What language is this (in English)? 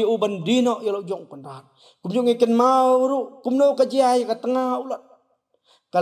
Khasi